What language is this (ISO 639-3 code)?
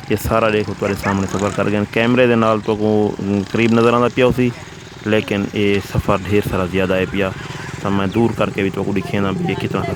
skr